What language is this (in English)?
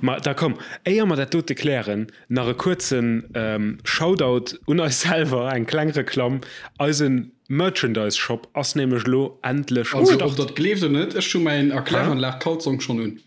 Luxembourgish